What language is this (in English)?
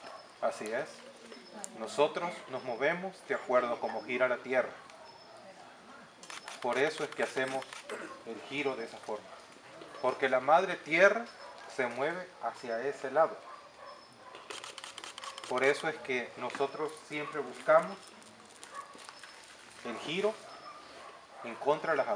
Spanish